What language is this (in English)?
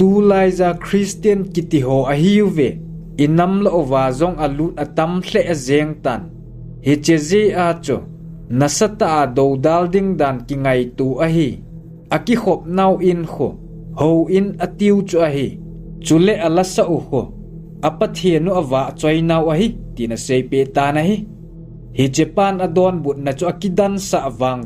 Thado Chin